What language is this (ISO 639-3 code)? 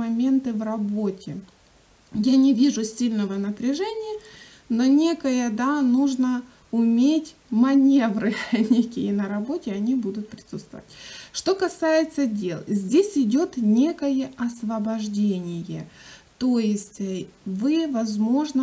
rus